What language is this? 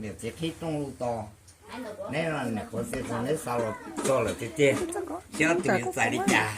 Hmong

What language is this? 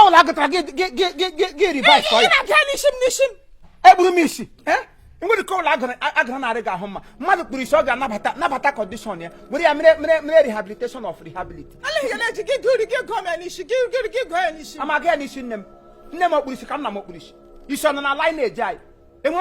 Igbo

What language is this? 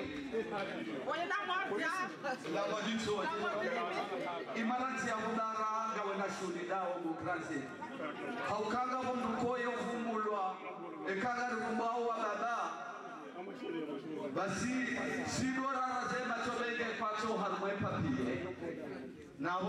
Swahili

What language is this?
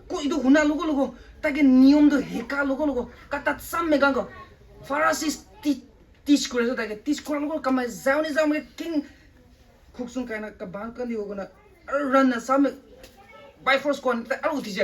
Rongmei Naga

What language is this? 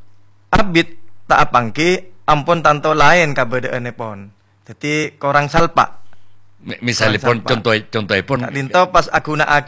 Madurese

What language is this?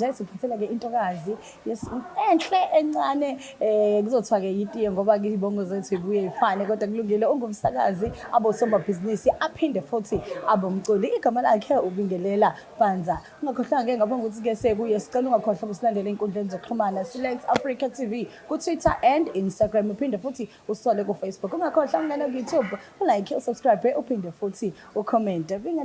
Zulu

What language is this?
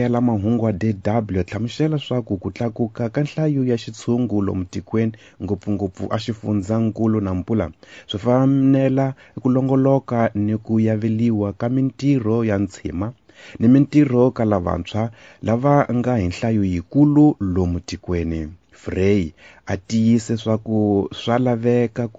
Tsonga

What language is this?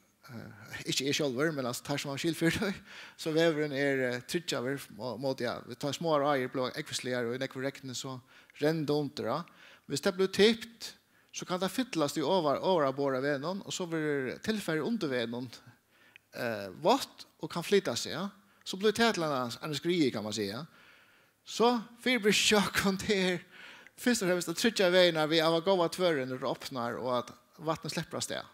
Faroese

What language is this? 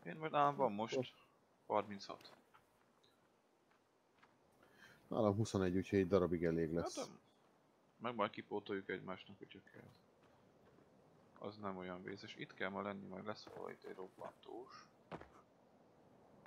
Hungarian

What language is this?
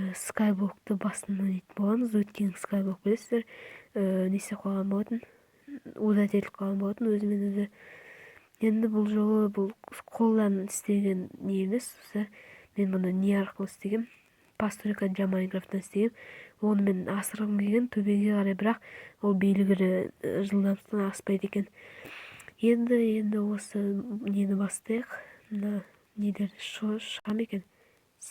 Kazakh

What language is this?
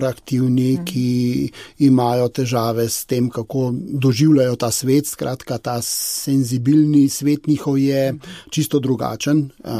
Slovenian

